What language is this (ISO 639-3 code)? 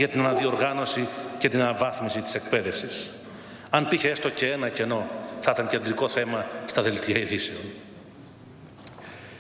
ell